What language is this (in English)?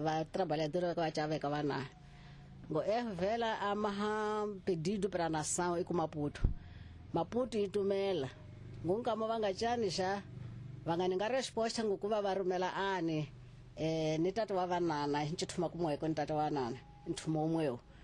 Tsonga